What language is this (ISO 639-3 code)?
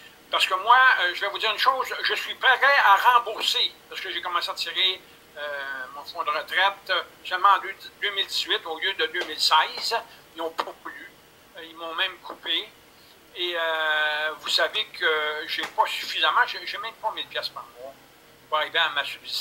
fra